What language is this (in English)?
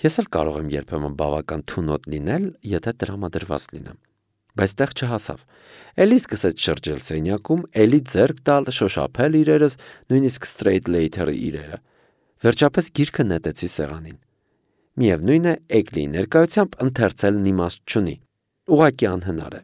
Armenian